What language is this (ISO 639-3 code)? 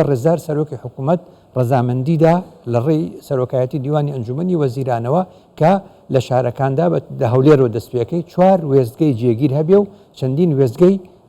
ckb